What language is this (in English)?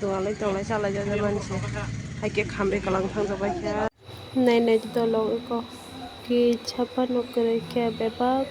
Kok Borok